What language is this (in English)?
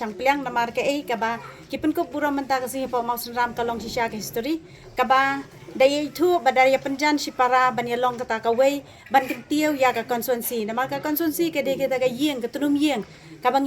Khasi